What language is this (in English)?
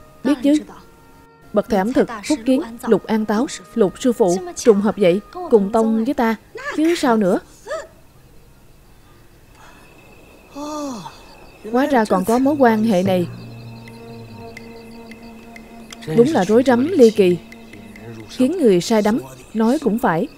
Vietnamese